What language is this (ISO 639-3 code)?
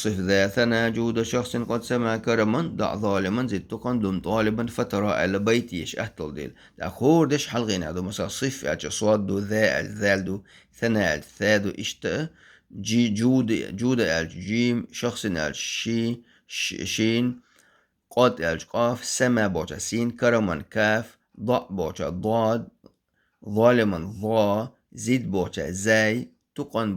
che